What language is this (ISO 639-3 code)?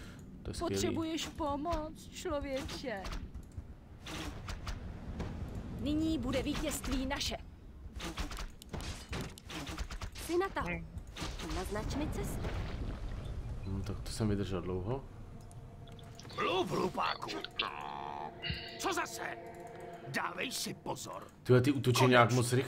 ces